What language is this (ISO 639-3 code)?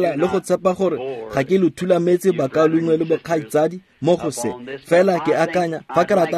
tsn